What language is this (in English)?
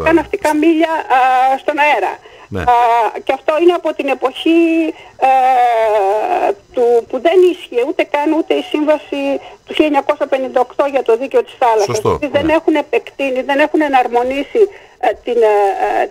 Greek